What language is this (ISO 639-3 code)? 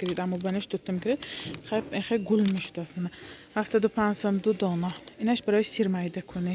tgk